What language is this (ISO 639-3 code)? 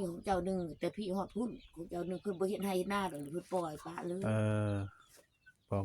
tts